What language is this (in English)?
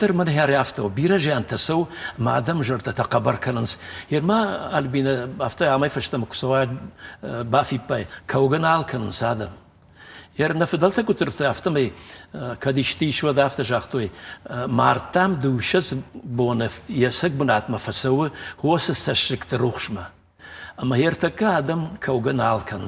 Ossetic